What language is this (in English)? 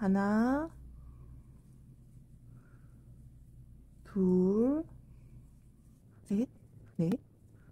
Korean